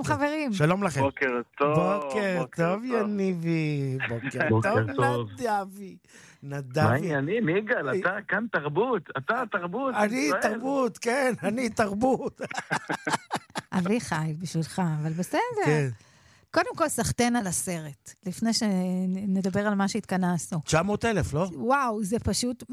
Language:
Hebrew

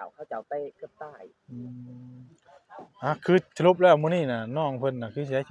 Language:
Northeastern Thai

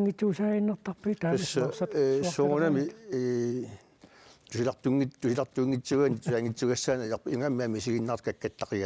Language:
Kalaallisut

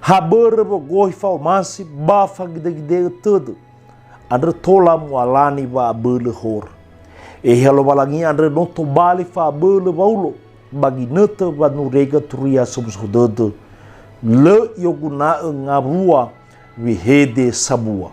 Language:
Nias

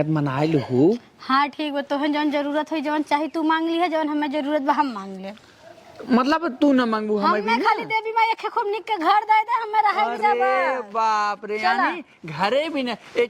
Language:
Awadhi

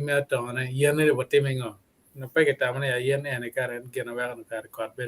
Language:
Acoli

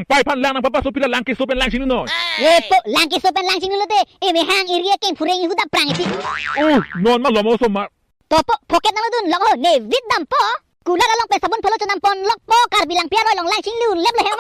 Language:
Karbi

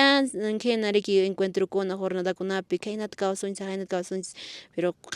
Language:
Quechua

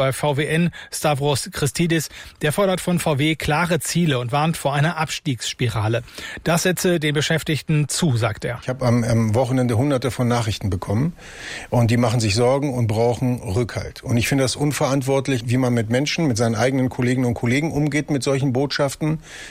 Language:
German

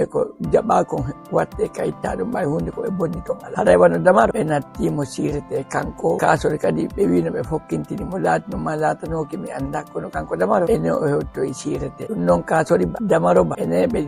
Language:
Fula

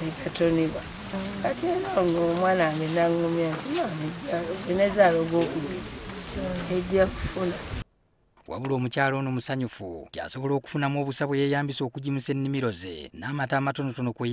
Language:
Ganda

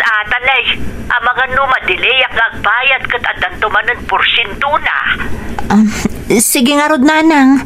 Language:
Iloko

